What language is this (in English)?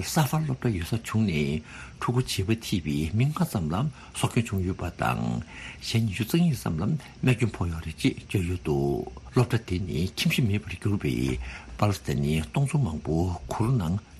Tibetan